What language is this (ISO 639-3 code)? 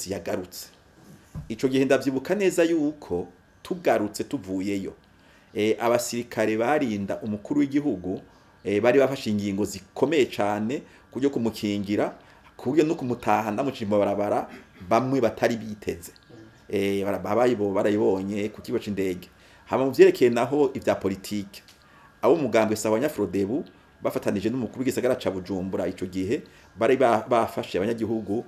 run